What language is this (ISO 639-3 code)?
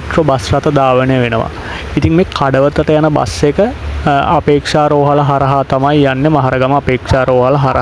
sin